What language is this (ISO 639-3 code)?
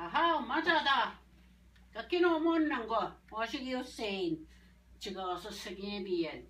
oji